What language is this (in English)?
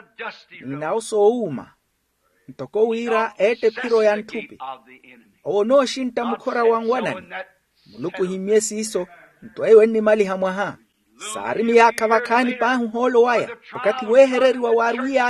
Makhuwa